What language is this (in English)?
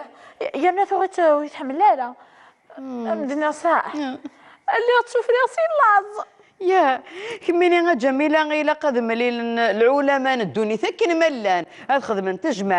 Kabyle